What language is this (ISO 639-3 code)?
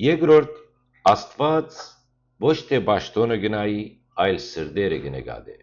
hyw